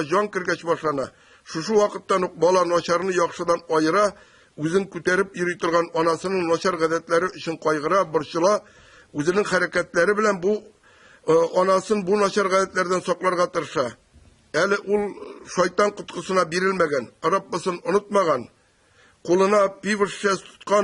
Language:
Tatar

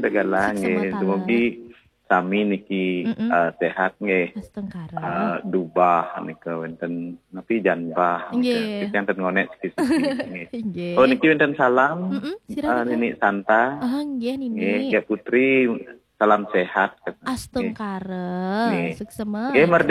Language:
Balinese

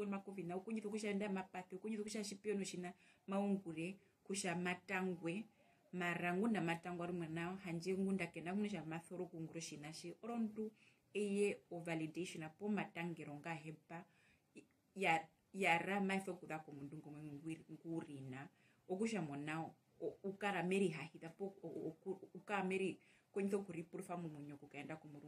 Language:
Herero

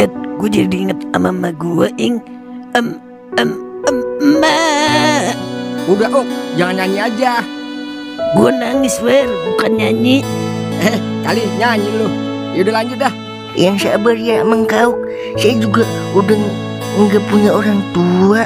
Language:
Betawi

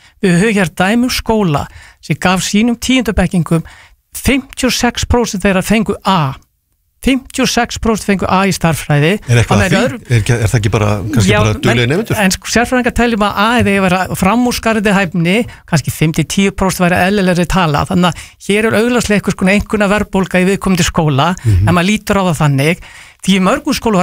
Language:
Icelandic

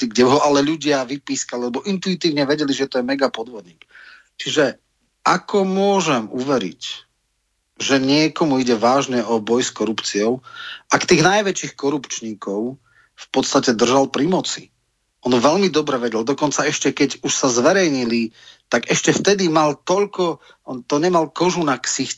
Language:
Slovak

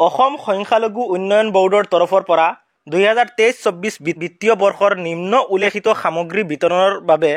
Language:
Assamese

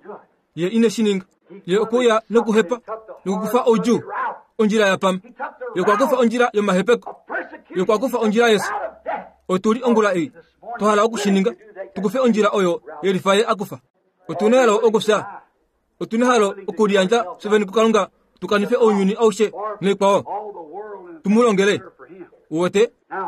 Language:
Kuanyama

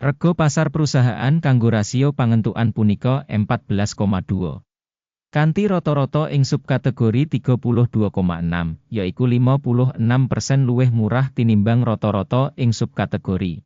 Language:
Javanese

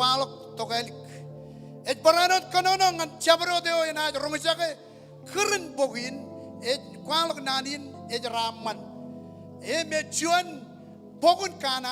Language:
Marshallese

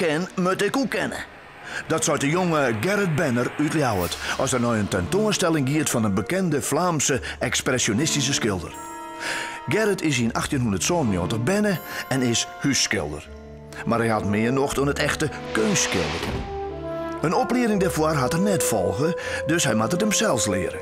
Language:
Western Frisian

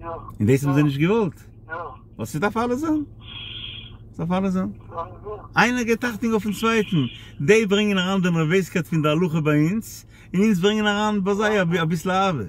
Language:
Yiddish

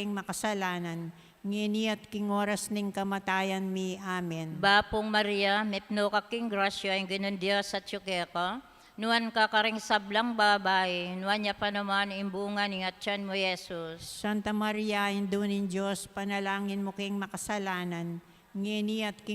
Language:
Pampanga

